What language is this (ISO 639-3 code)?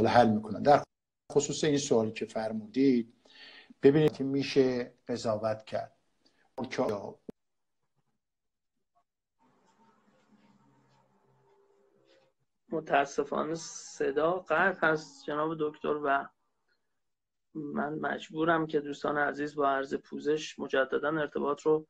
fas